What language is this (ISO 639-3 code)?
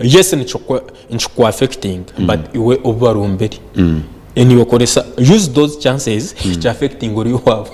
nyn